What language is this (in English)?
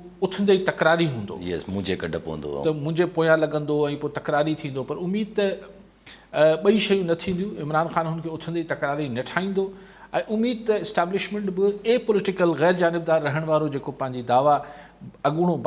Sindhi